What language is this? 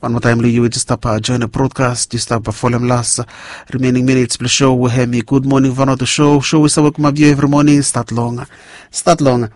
Bislama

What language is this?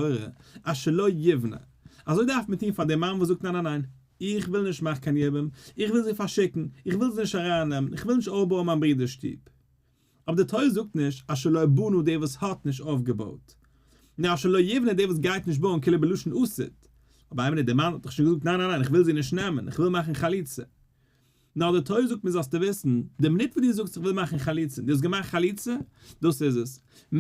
Yiddish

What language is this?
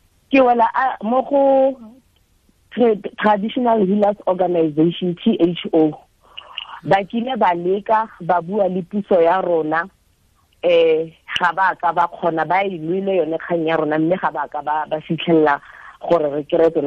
Tswana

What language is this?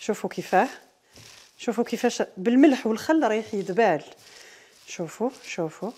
Algerian Arabic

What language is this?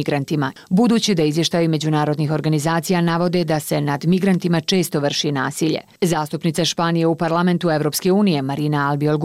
Bosnian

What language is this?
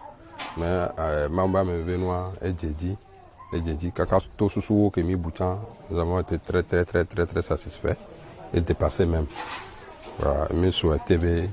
Ewe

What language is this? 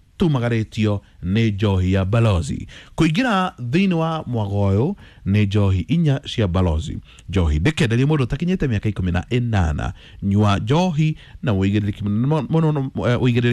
Kikuyu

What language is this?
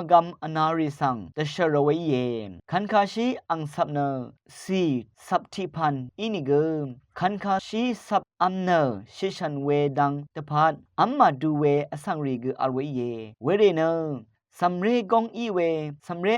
Rawang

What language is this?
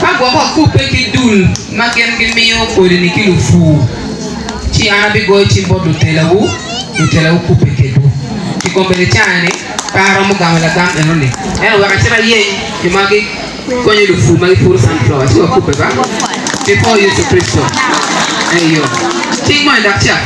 Acoli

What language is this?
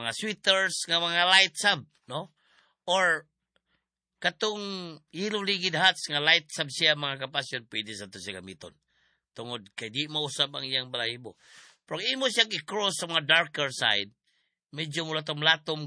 Cebuano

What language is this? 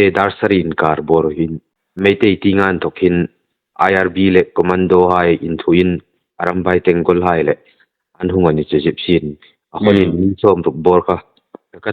Hmar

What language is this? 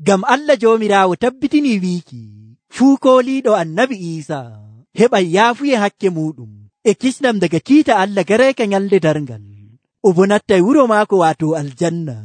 Nigerian Fulfulde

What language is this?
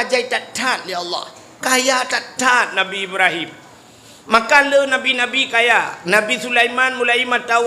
Achinese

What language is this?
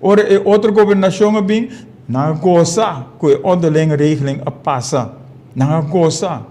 Papiamento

